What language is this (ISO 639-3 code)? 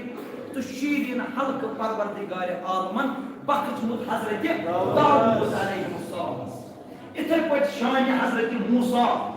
kas